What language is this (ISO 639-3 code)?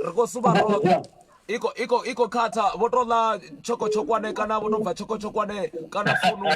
ven